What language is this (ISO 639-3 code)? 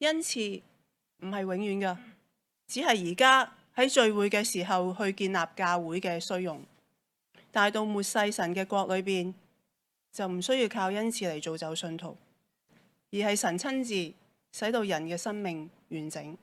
yue